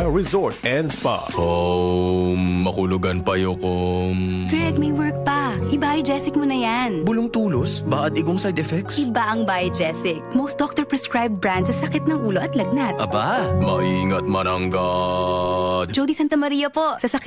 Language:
Bikol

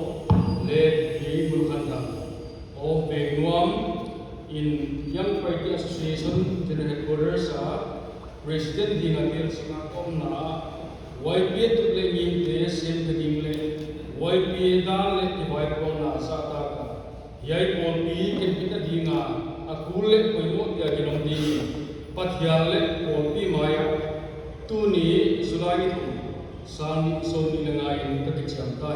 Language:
Paite Chin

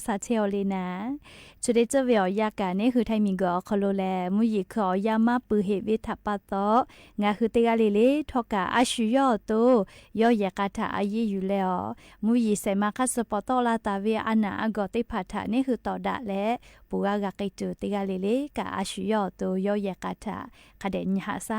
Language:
Lahu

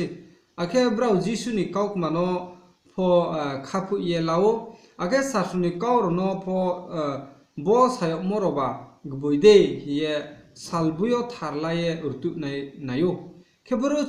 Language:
Riang (India)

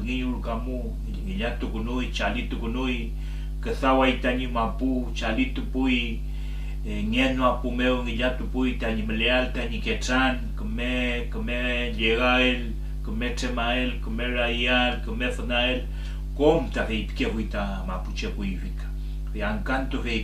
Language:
Mapuche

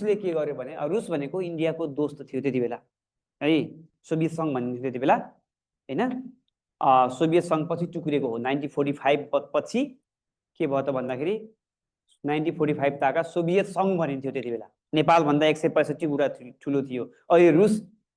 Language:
Nepali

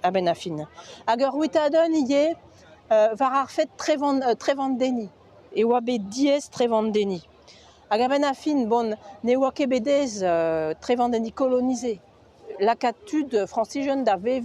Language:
Breton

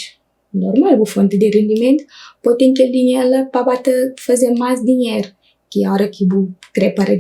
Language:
Kabuverdianu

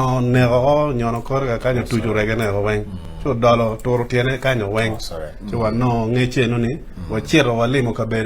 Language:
Acoli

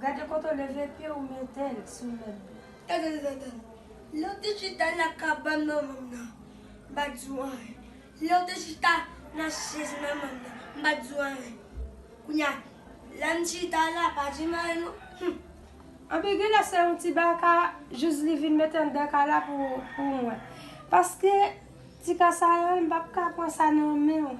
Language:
Haitian Creole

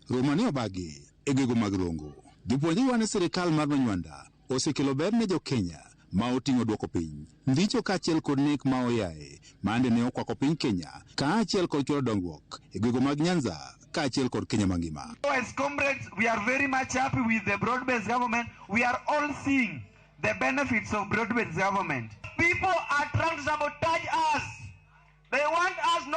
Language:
Luo (Kenya and Tanzania)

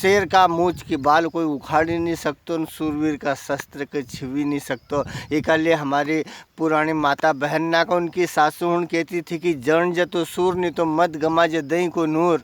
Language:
Rajasthani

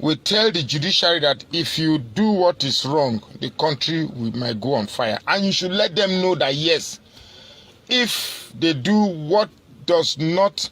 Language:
Nigerian Pidgin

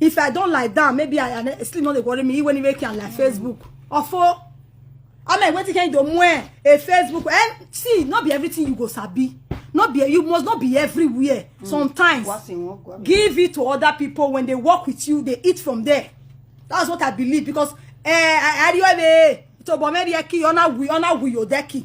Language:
Nigerian Pidgin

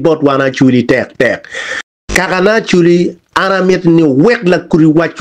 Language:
Acoli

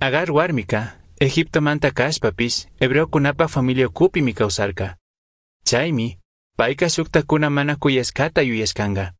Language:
Chimborazo Highland Quichua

